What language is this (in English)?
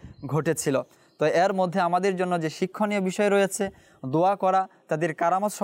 Bangla